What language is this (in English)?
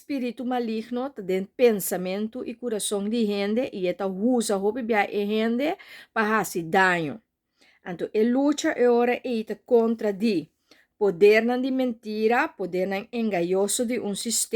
Papiamento